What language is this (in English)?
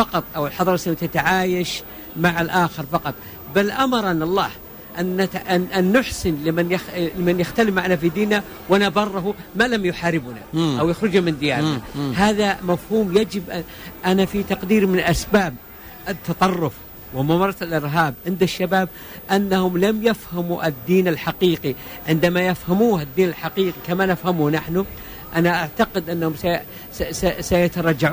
Tunisian Arabic